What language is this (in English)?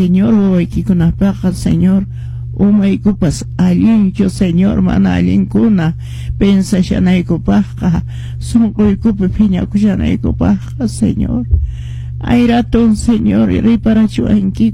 Quechua